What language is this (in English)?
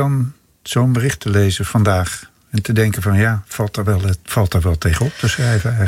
Dutch